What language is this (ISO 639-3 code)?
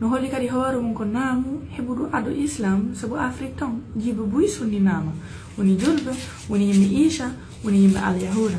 ful